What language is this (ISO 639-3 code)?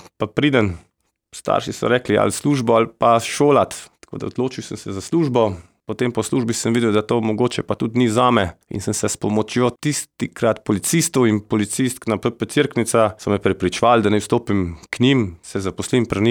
slv